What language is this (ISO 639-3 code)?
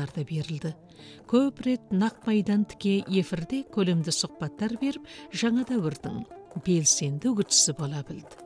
kaz